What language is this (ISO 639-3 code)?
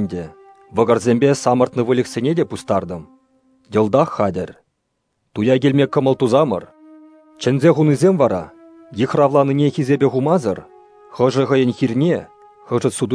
chv